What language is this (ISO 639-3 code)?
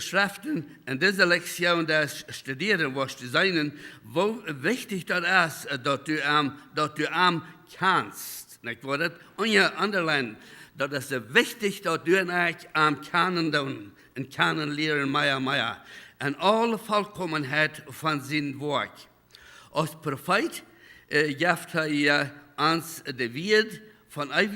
pdt